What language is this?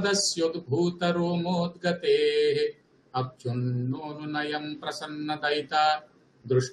Sanskrit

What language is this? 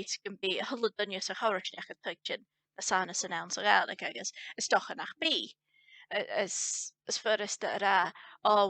Scottish Gaelic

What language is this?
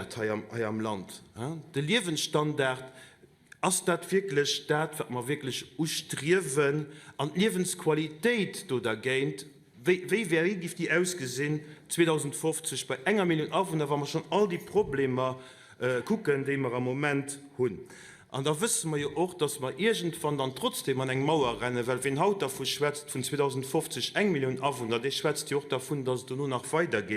Luxembourgish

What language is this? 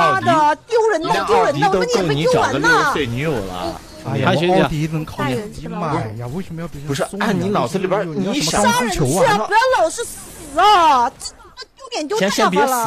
Chinese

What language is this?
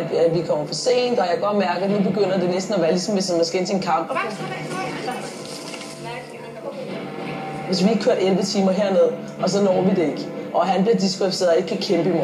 Danish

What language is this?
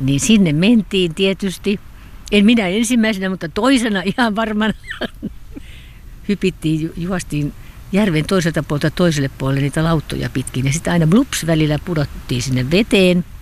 Finnish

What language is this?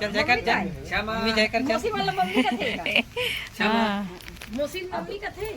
Chhattisgarhi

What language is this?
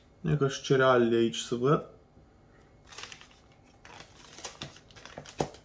Romanian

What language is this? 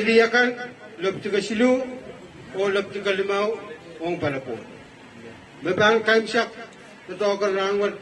Pohnpeian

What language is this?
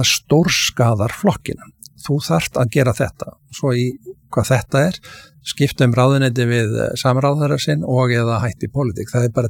Icelandic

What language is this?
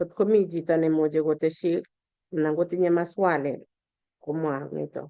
Kalenjin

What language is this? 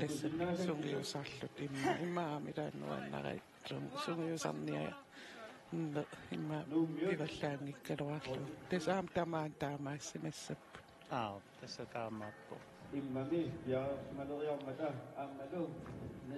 Kalaallisut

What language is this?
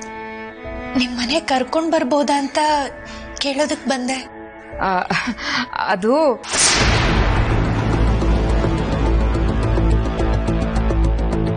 Kannada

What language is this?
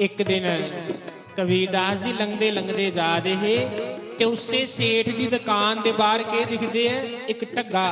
Dogri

